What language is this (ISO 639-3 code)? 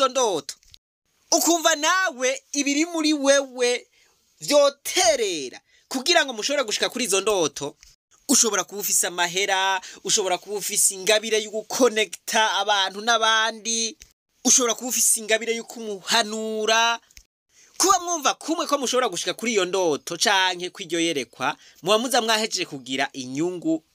run